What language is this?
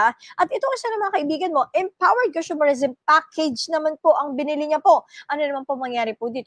Filipino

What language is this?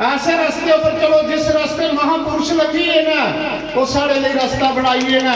Dogri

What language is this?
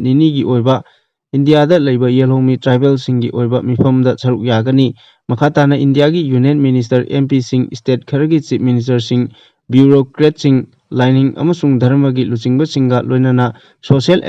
Manipuri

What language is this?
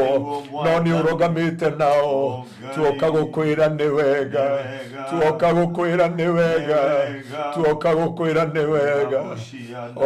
Kikuyu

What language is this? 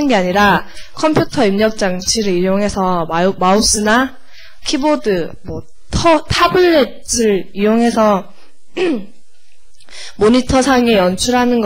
Korean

